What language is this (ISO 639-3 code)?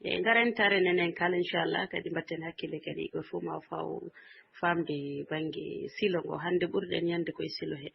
ful